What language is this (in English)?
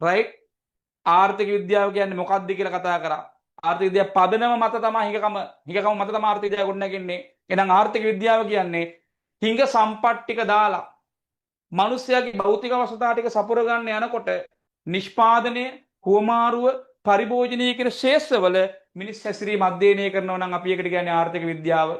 Sinhala